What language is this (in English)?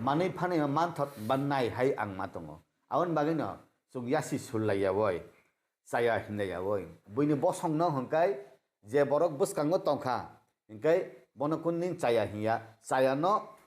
Kok Borok